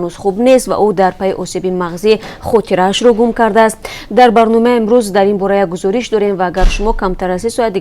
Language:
Tajik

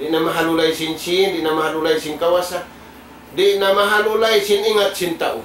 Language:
Tausug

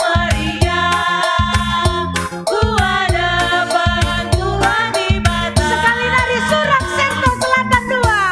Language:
Batak Karo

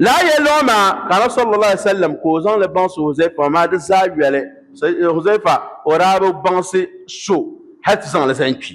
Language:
Dagbani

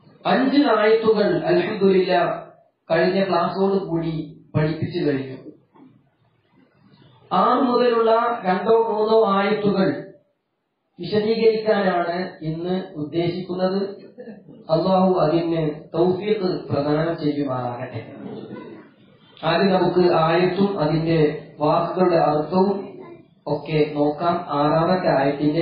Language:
Malayalam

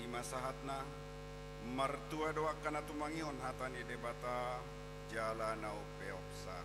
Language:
Batak Toba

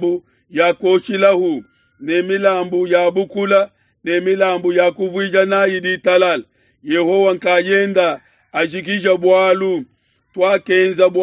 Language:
Luba-Lulua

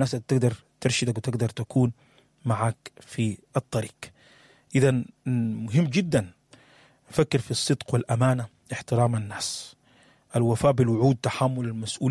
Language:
Sudanese Arabic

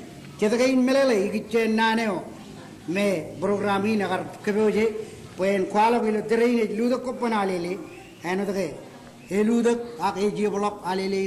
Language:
Marshallese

